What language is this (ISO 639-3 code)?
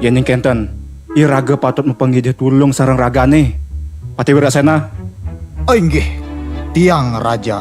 ban